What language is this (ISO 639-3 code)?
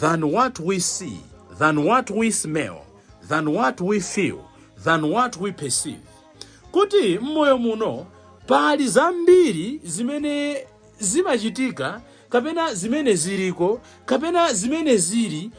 nya